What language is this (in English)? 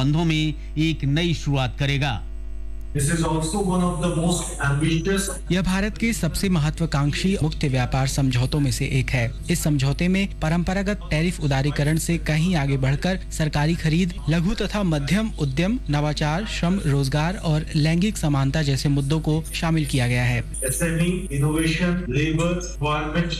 Hindi